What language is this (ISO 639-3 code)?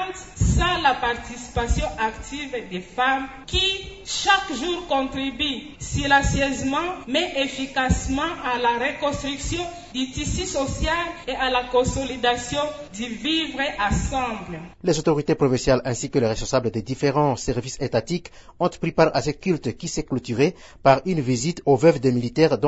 fra